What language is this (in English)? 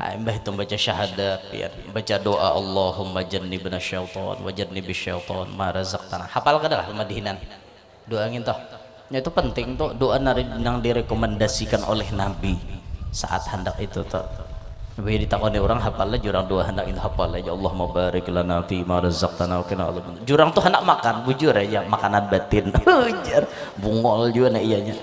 Banjar